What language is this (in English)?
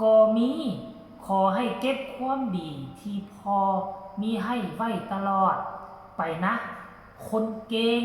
Lao